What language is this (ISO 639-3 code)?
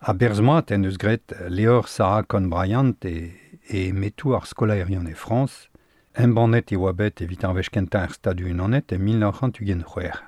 bre